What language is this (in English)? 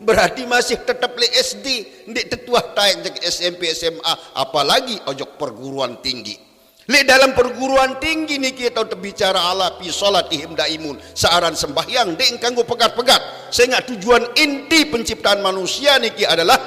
Sasak